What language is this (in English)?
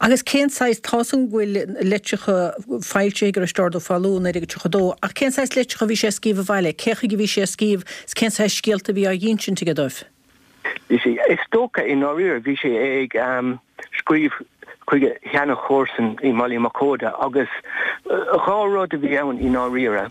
Irish